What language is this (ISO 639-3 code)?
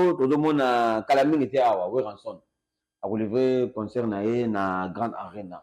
lin